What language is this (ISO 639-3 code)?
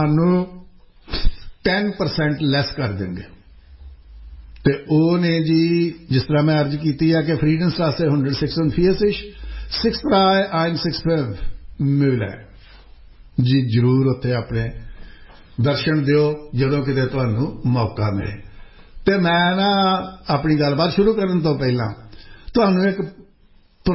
pan